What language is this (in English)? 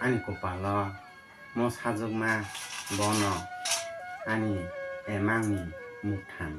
Kok Borok